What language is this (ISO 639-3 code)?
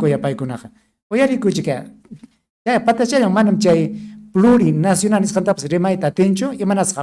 quy